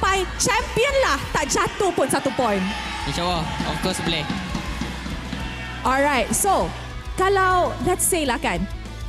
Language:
Malay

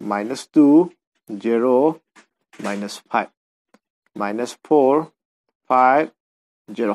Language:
Manipuri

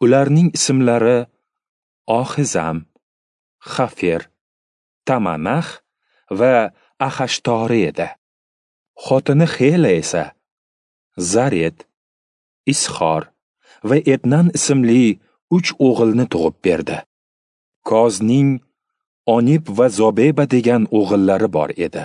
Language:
Uzbek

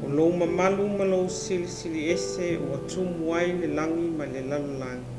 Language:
Samoan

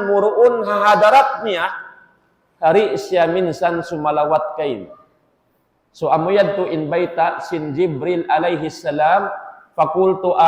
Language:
Tausug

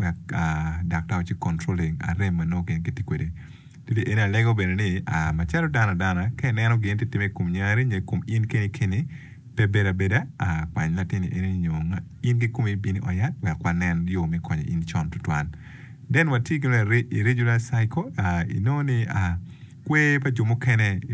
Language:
Acoli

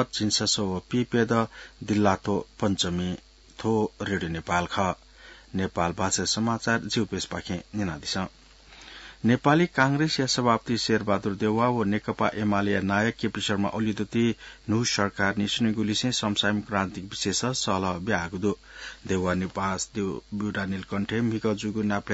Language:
Newari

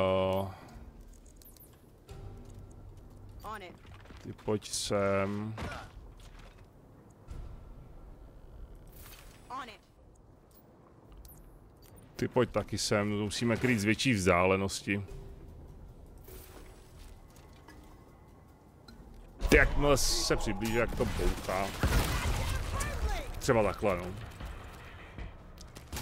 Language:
Czech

